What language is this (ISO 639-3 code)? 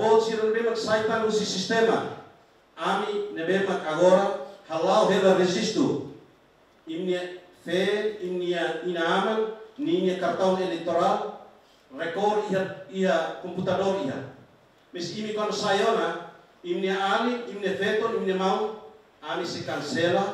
tet